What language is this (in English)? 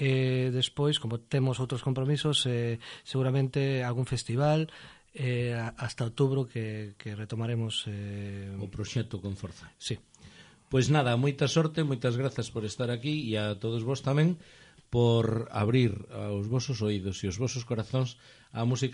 Galician